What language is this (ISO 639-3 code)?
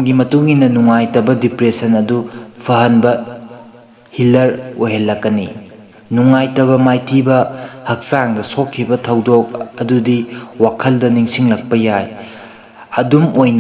mni